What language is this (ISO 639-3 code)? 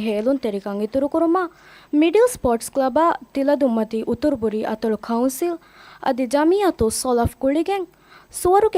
div